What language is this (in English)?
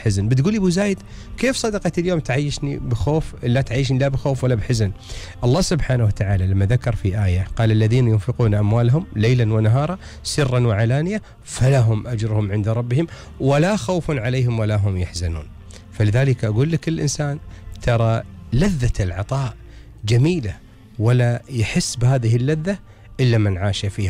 Gulf Arabic